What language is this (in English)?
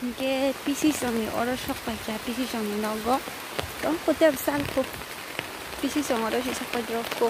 Kok Borok